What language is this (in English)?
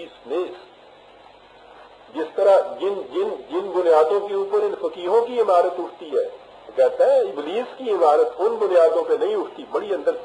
Urdu